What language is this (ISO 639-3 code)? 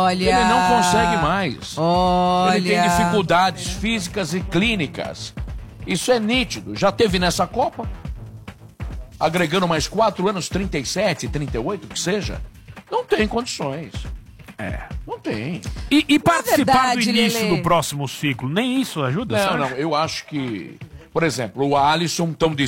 por